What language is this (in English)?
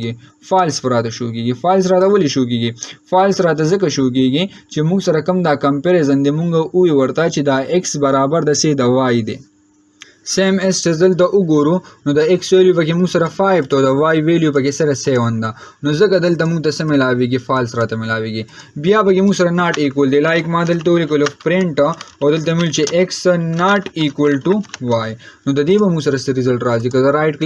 Pashto